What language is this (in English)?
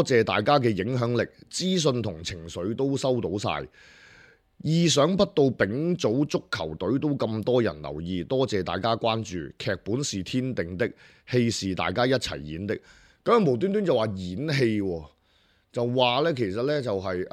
Cantonese